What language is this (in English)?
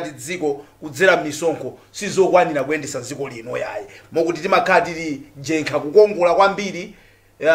Nyanja